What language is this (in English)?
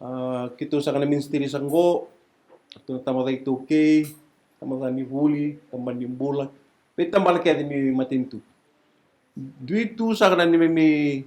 Fijian